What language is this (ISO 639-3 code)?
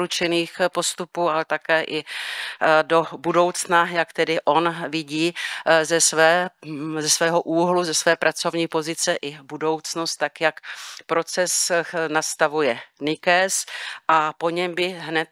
ces